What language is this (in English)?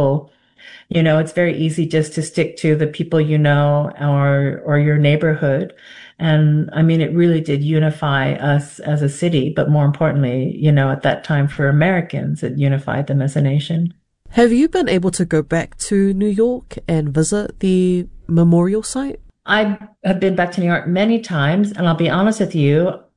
English